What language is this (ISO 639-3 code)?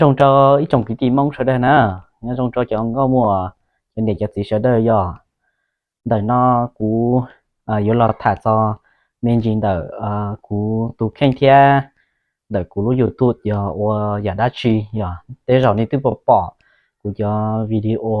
hmn